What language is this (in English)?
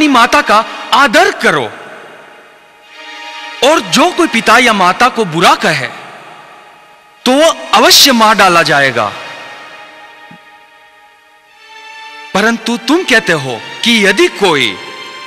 Hindi